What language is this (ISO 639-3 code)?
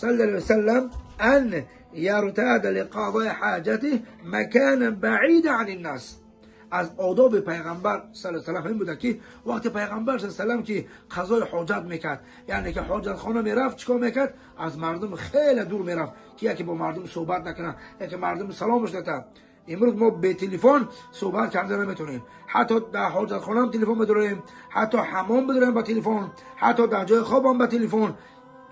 tgk